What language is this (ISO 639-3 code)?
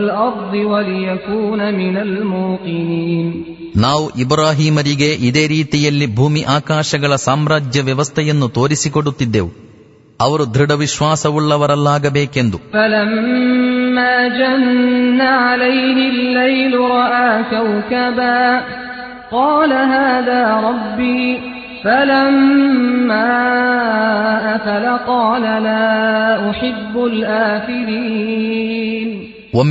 kan